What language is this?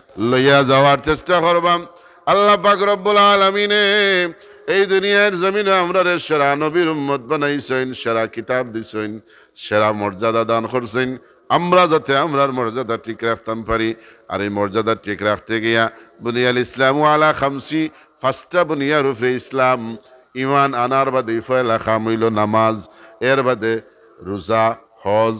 Sylheti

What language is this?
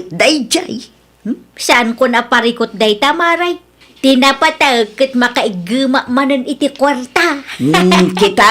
Iloko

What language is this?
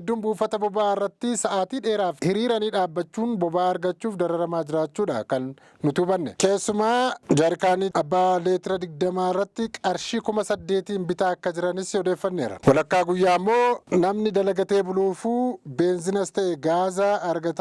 Oromo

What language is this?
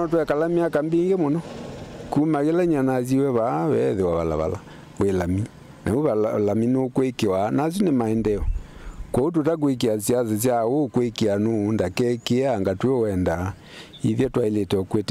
Kamba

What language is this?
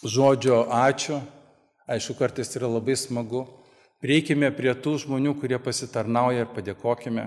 Lithuanian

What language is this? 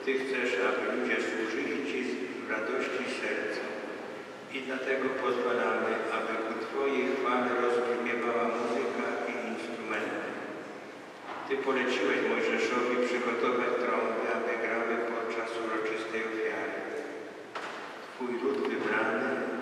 Polish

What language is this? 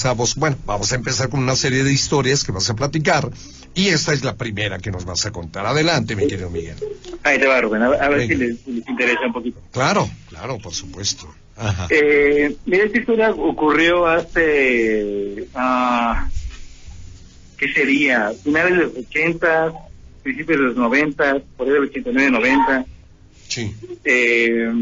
Spanish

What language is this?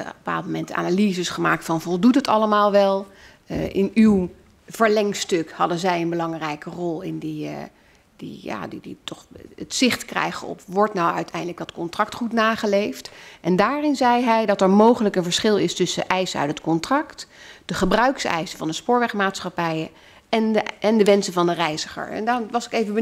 Dutch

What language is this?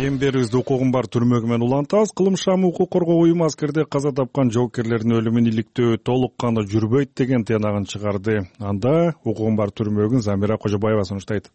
Kyrgyz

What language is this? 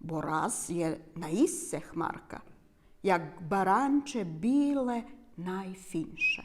Rusyn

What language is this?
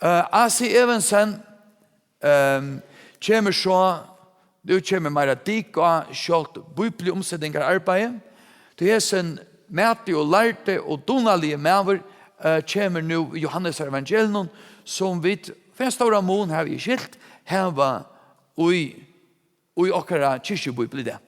Faroese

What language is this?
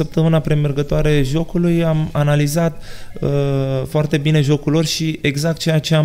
Romanian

